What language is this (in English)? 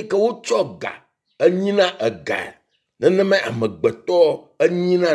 Ewe